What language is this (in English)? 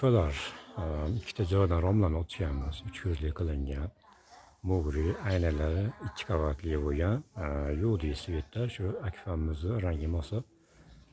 Uzbek